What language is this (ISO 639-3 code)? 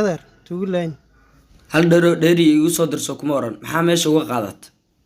som